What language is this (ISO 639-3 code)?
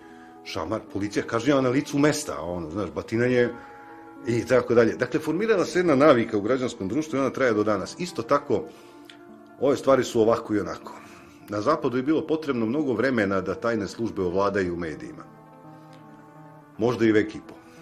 srp